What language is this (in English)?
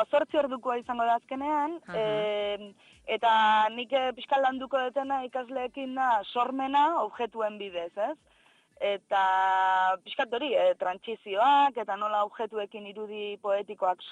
Basque